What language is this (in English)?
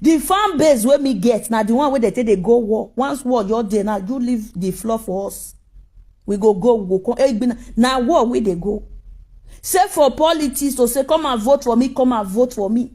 Nigerian Pidgin